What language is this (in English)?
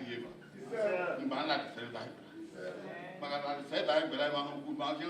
Bini